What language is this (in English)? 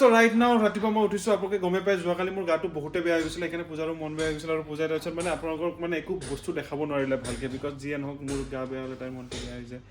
Assamese